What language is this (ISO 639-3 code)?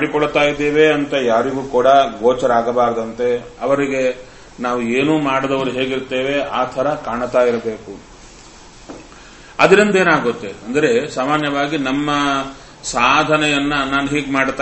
kan